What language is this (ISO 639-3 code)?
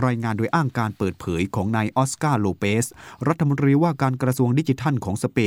tha